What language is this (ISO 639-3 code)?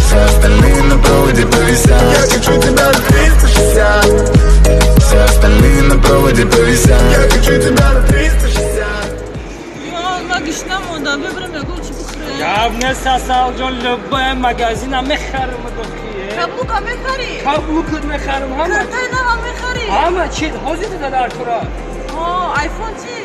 tgk